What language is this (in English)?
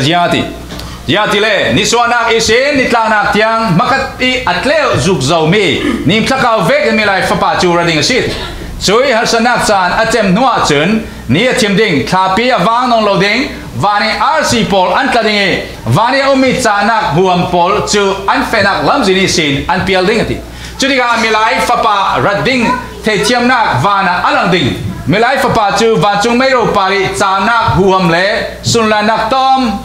Falam Chin